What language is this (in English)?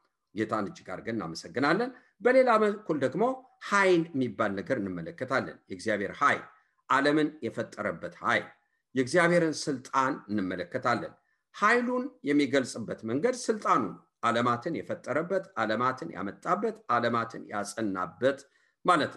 Amharic